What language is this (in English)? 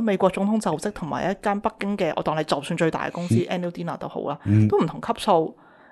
Cantonese